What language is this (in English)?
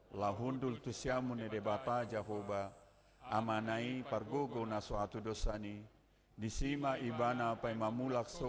Batak Toba